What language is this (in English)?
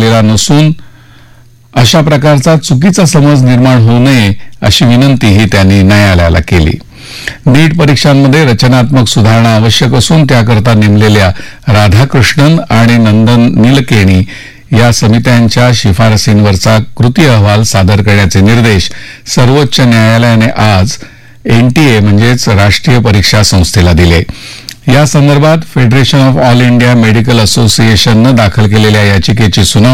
Marathi